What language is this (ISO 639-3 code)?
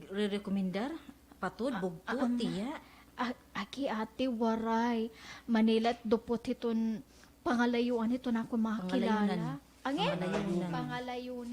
war